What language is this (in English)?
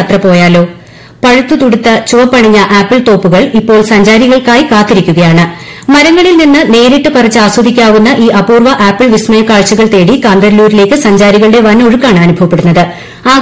Malayalam